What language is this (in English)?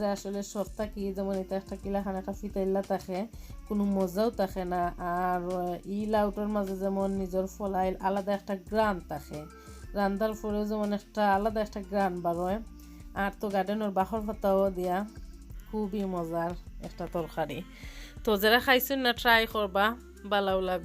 Sylheti